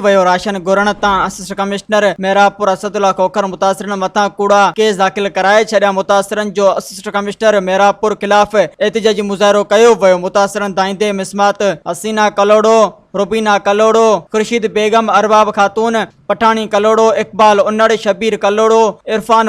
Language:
Sindhi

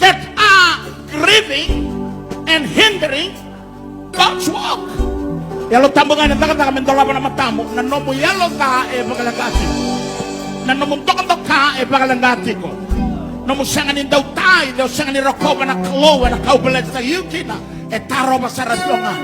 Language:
Fijian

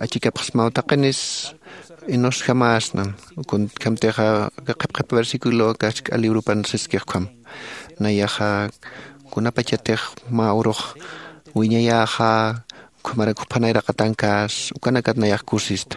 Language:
Aymara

